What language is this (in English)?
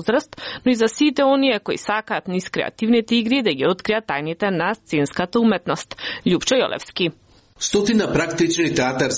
Macedonian